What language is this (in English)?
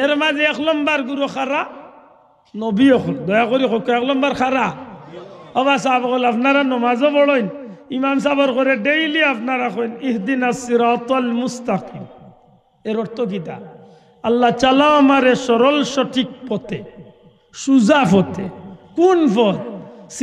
Sylheti